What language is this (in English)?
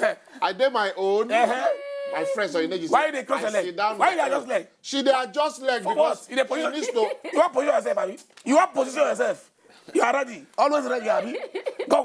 Nigerian Pidgin